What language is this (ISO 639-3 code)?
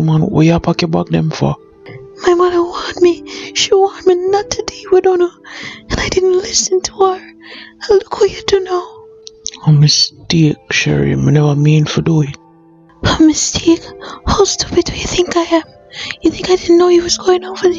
jam